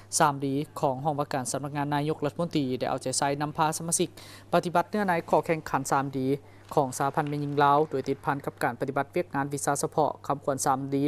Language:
Lao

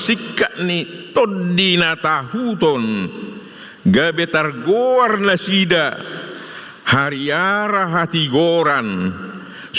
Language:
Batak Toba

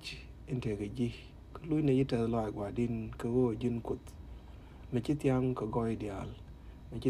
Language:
Nuer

